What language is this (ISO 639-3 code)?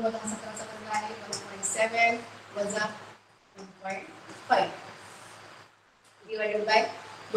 mar